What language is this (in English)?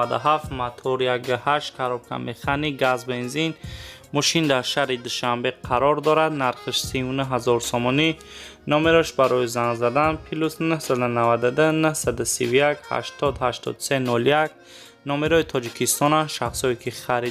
Tajik